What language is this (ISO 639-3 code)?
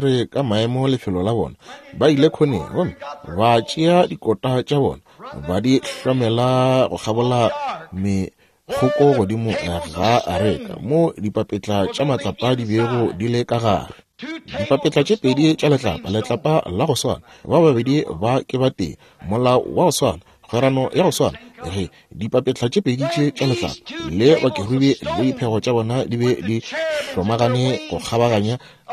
nso